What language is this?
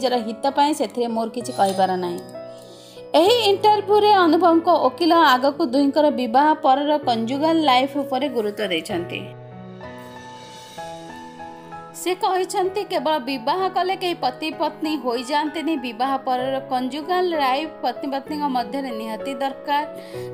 Odia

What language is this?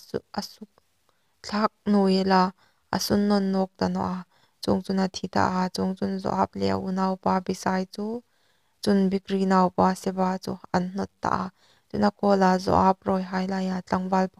Hmar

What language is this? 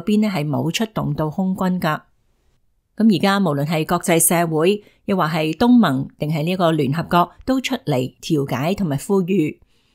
Cantonese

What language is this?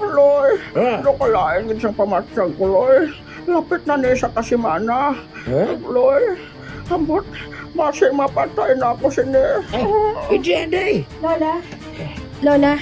Hiligaynon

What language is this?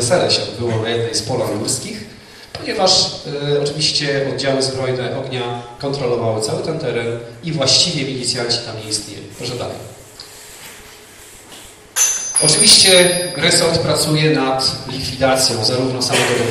Polish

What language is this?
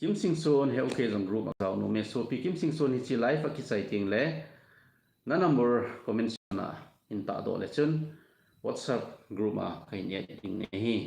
Thado Chin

